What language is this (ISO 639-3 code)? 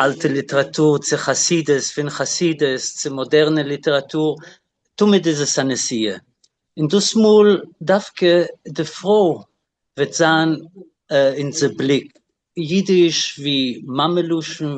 yid